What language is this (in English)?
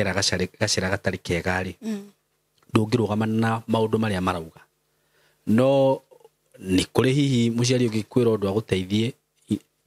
Kikuyu